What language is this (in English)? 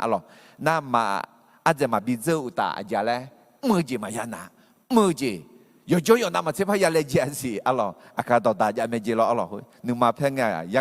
Akha